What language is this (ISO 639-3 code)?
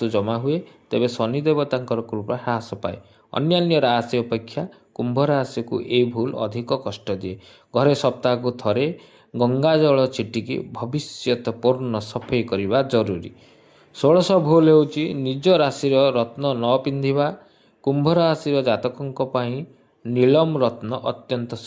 ori